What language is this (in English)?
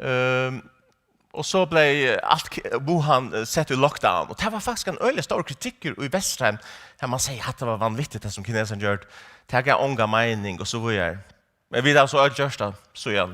Faroese